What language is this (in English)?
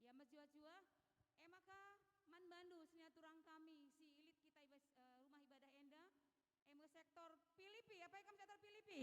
Batak Karo